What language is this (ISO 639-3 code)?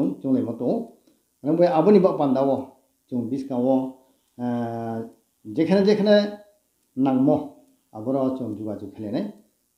ria